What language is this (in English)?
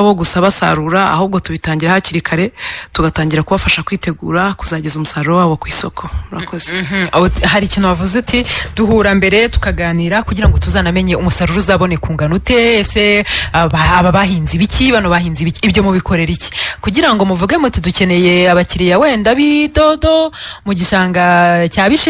Kinyarwanda